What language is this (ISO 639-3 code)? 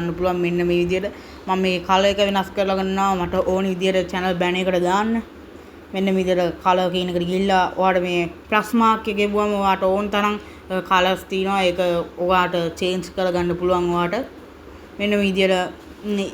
sin